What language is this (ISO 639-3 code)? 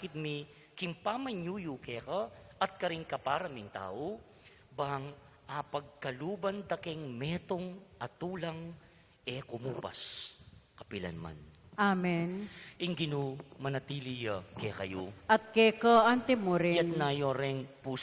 pam